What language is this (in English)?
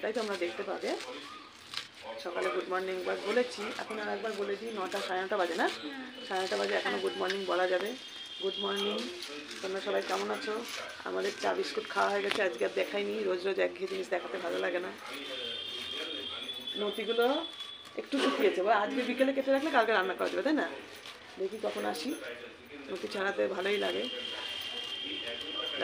Bangla